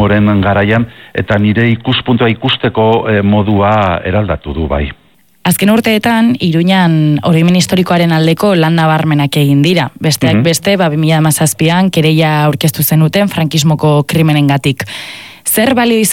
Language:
Basque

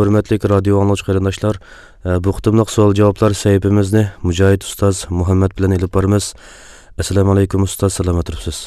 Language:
Uyghur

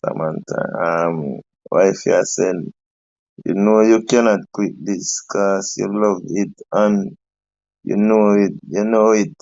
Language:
Jamaican Creole English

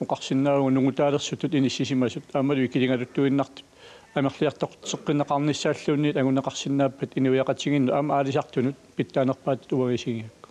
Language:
Kalaallisut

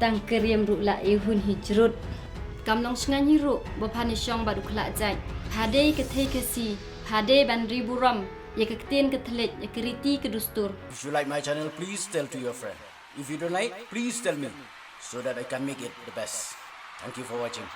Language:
Khasi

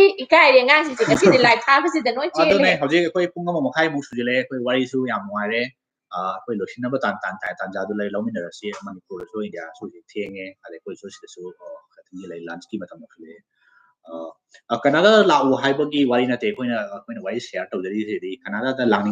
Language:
Manipuri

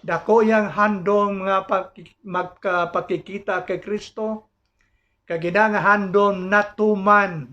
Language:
Hiligaynon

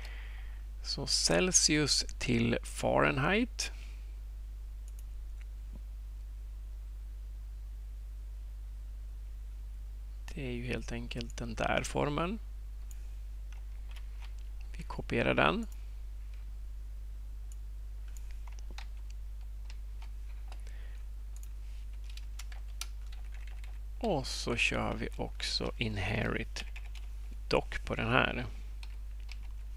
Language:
Swedish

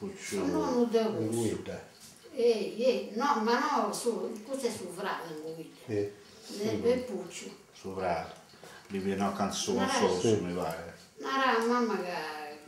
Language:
Sardinian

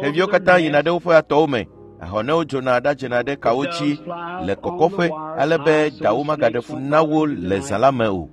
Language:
Ewe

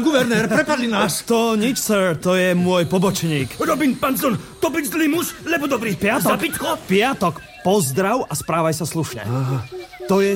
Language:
Slovak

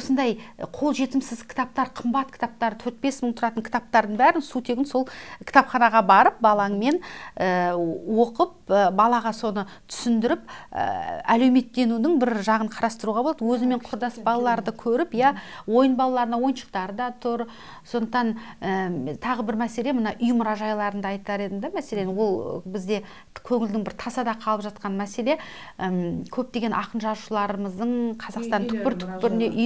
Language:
Kazakh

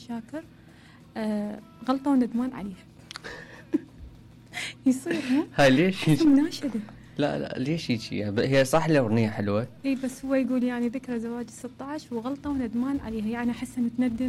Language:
Mesopotamian Arabic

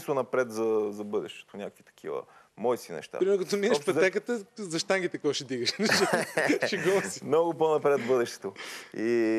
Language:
Bulgarian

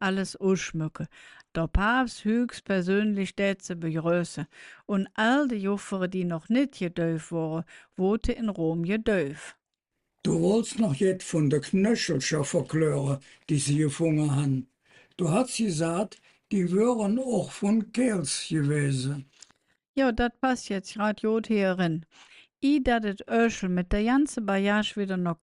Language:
Colognian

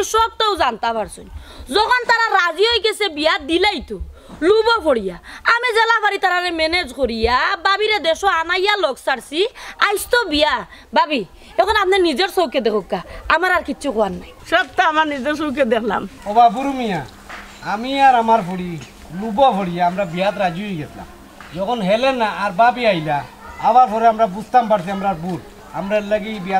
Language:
Sylheti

